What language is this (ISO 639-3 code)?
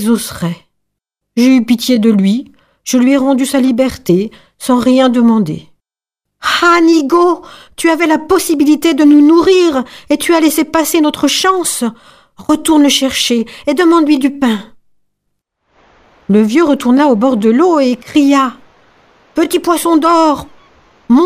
fra